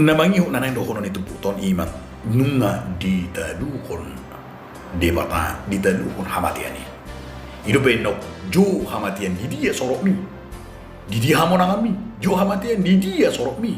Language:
Batak Toba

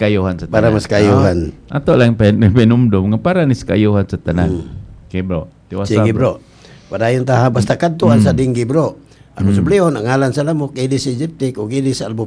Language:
Cebuano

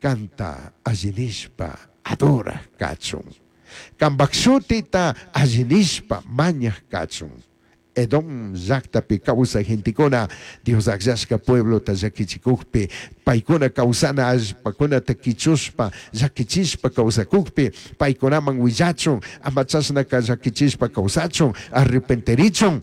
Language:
Chimborazo Highland Quichua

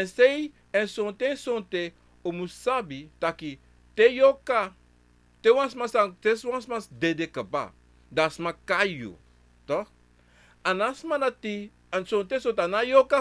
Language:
Sranan Tongo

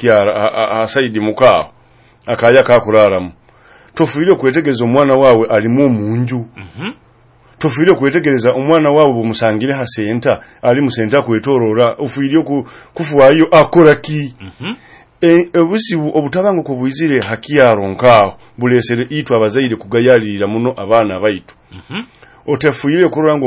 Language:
Nyoro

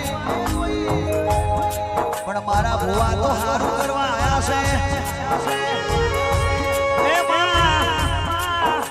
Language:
Gujarati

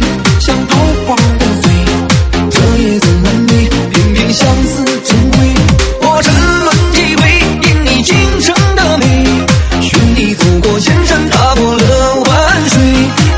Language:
Chinese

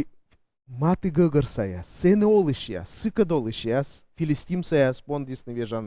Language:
Komi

